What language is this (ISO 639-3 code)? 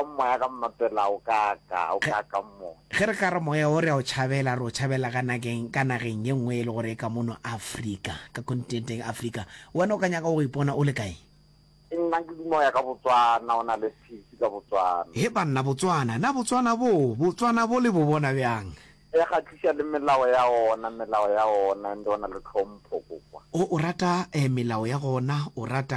nso